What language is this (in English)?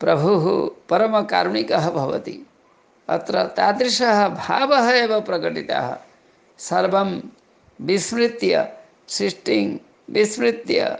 Sanskrit